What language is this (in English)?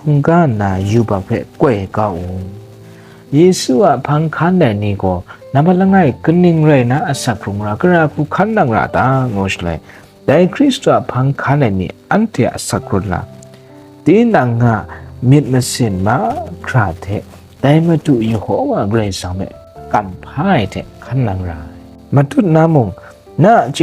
Kachin